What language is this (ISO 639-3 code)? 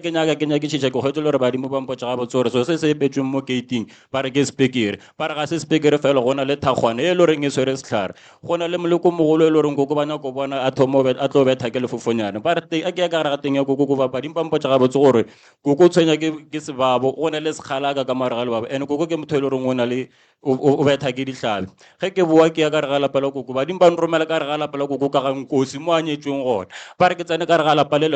nso